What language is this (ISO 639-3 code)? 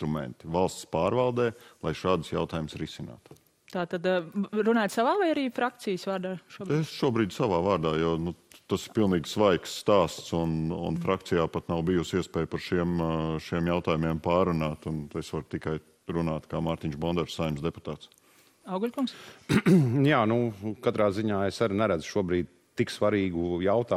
lav